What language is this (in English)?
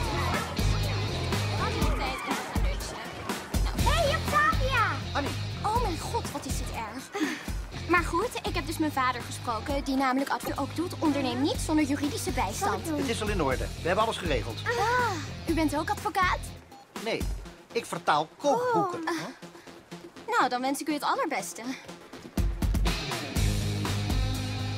Dutch